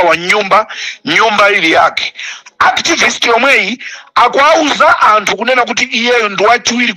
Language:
Nyanja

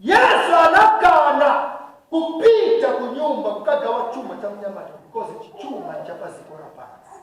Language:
Nyanja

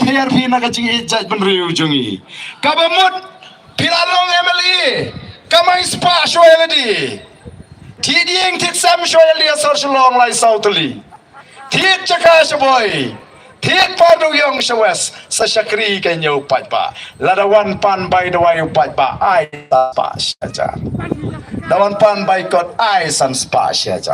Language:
Khasi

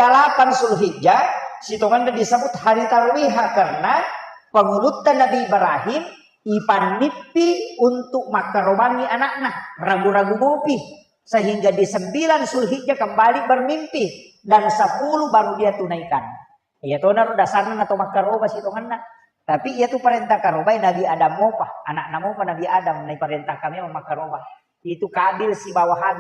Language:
Buginese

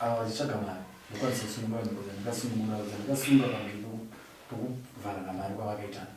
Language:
Shona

